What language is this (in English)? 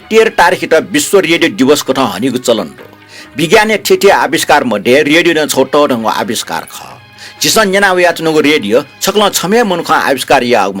Newari